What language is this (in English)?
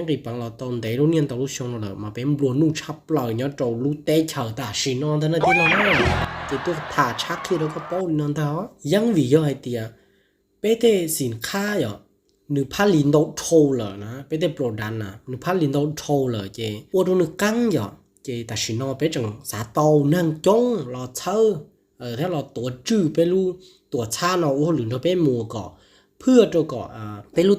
Hmong